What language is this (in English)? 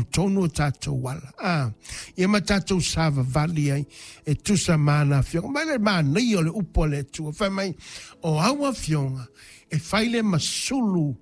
Samoan